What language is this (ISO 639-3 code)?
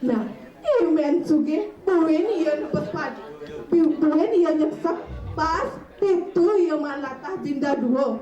ban